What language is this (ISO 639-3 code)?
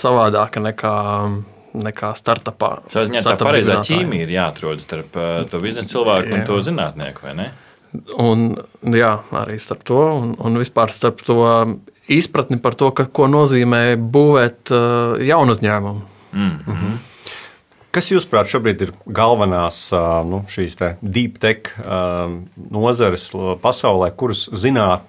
lav